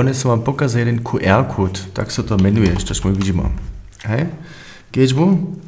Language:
Upper Sorbian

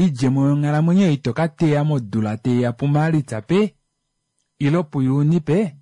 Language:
Kuanyama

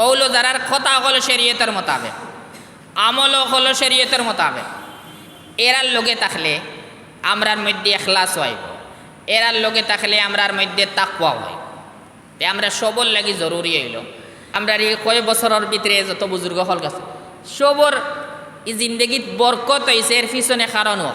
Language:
Sylheti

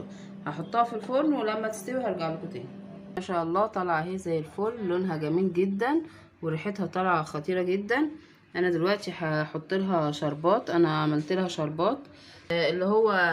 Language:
Egyptian Arabic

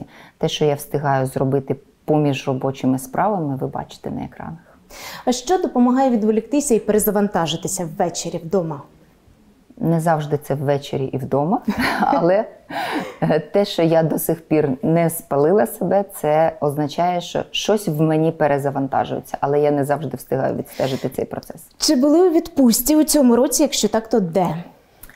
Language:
Ukrainian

